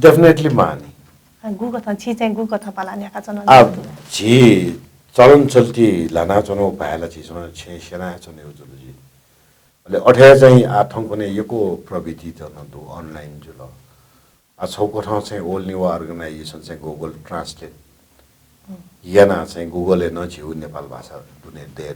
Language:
Newari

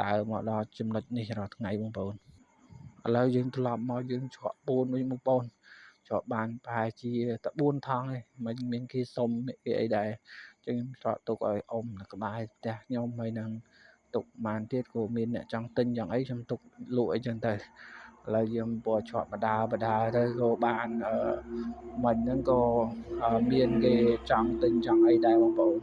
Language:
Khmer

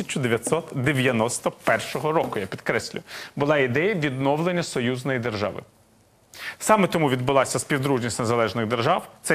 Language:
Ukrainian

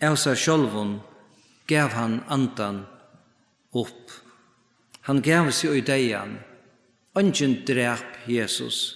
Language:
Faroese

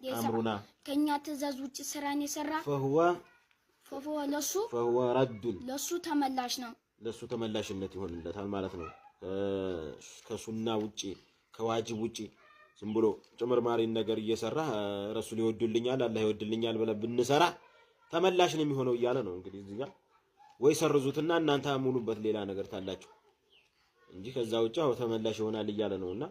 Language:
Amharic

